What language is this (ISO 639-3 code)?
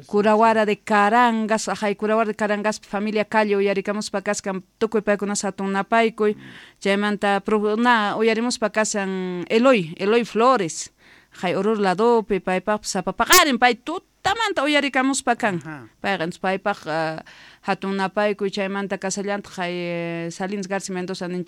que